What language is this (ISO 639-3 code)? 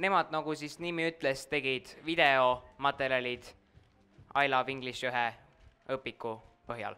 est